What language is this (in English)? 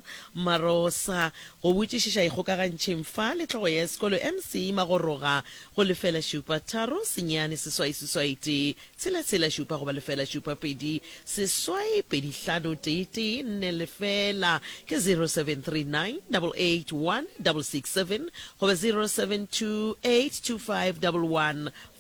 Northern Sotho